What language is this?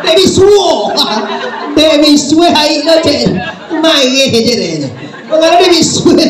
Minangkabau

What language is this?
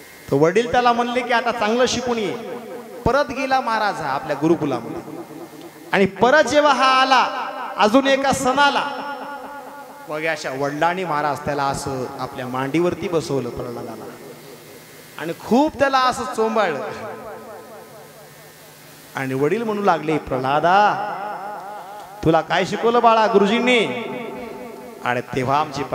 Marathi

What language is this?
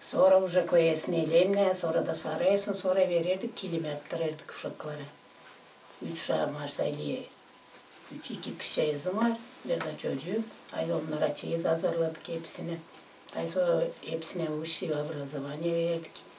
Gagauz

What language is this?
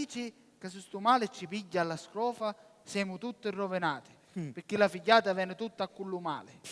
Sicilian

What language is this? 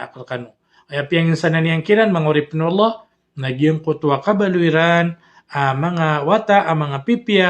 Maranao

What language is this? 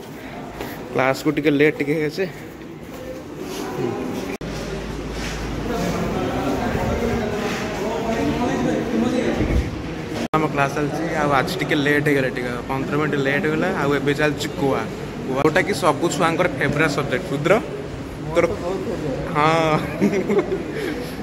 Odia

